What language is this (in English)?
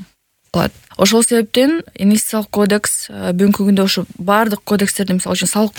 Kyrgyz